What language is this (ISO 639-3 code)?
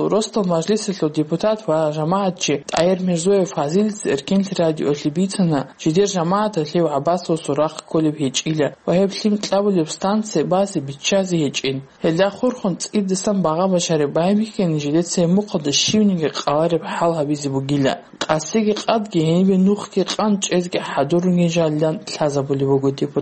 ava